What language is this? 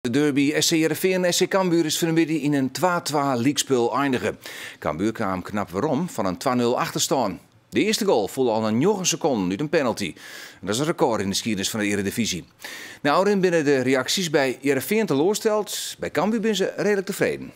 Western Frisian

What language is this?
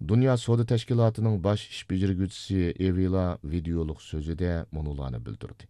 Uyghur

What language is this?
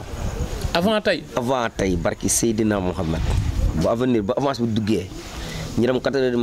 Wolof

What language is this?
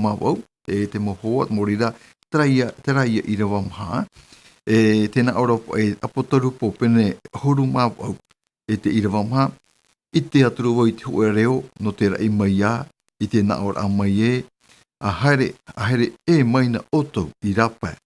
Tahitian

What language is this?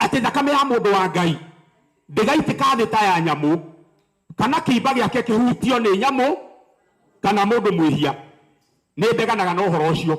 Kikuyu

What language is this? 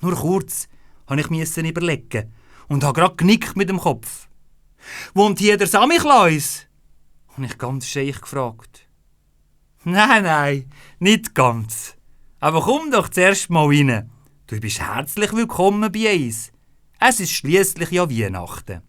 Swiss German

